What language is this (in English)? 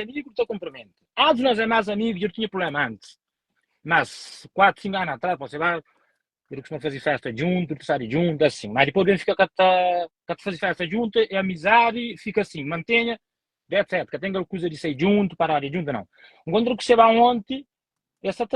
Kabuverdianu